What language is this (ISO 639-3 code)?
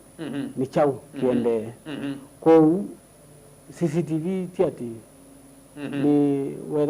kam